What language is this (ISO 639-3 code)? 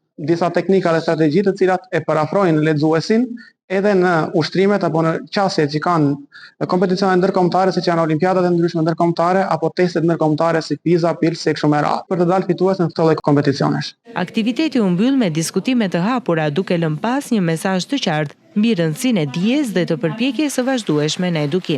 sqi